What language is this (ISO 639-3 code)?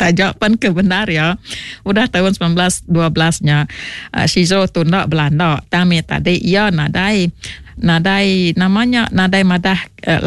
iba